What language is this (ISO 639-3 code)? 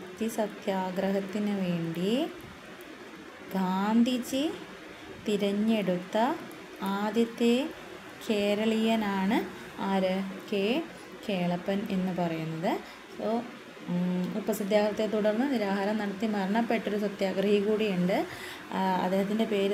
mal